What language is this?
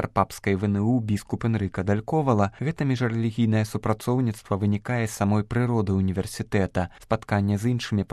Belarusian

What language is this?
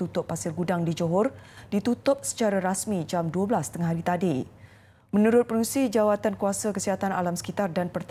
Malay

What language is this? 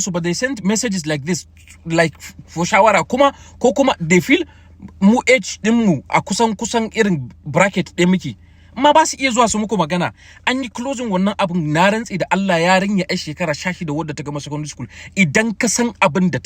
Hausa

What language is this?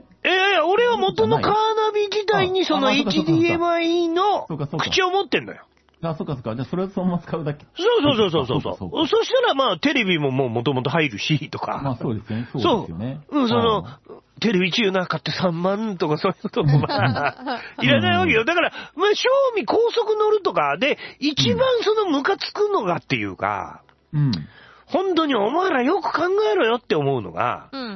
Japanese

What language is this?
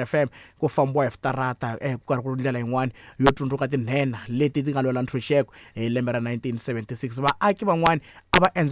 Tsonga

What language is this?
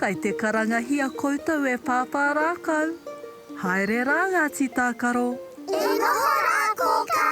Māori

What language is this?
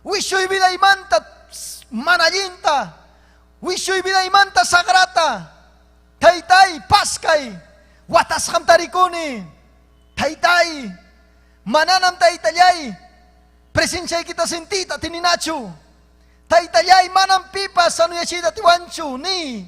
Ayacucho Quechua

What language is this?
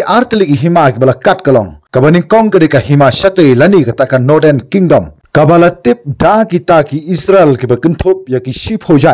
Khasi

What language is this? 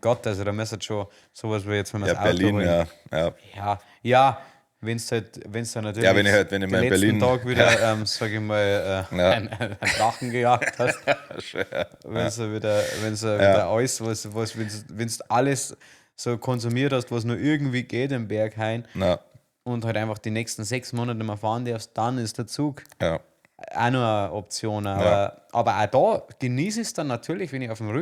Bavarian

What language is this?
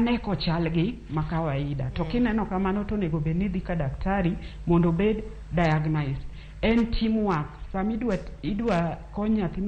Luo (Kenya and Tanzania)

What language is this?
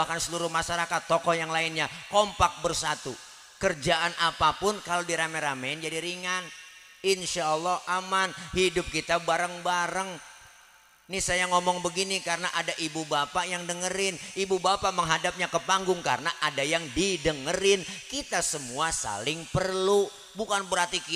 Betawi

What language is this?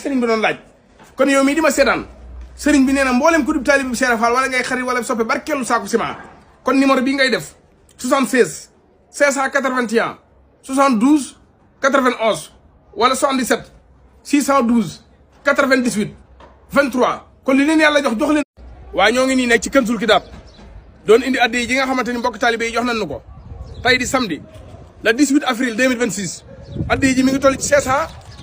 Wolof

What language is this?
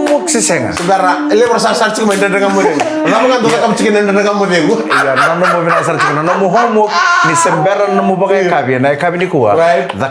Fijian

